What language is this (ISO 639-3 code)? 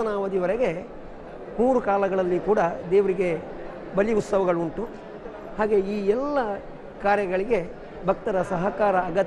kan